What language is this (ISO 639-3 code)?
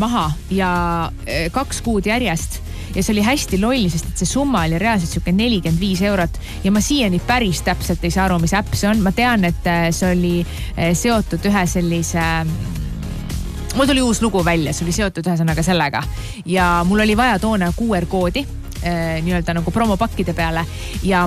est